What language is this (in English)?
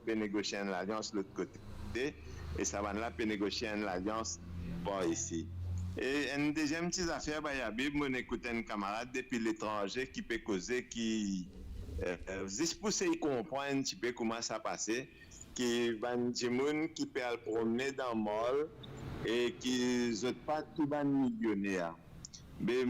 Morisyen